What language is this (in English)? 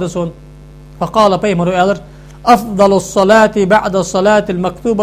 Ingush